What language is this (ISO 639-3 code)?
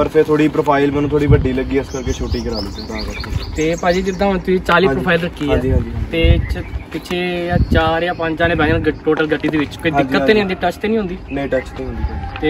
pan